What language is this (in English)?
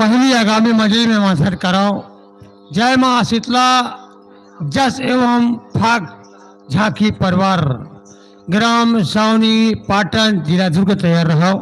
Chhattisgarhi